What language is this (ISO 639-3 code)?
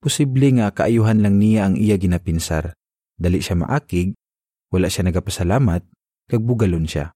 hil